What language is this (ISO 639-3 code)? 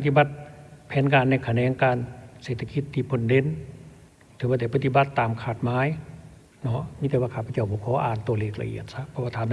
lao